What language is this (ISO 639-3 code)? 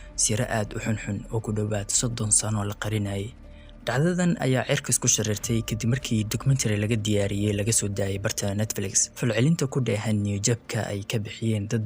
som